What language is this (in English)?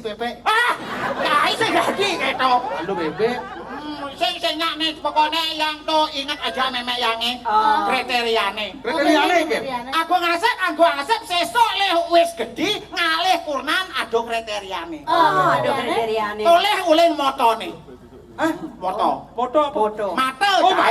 Balinese